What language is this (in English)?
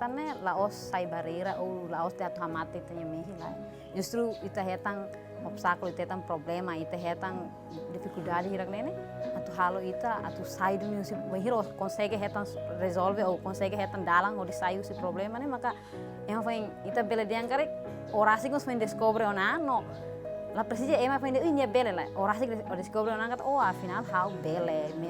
Tetum